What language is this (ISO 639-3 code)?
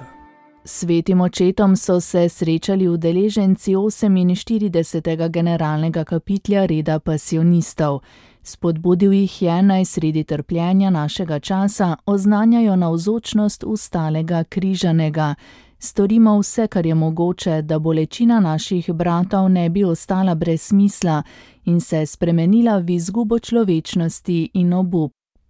slv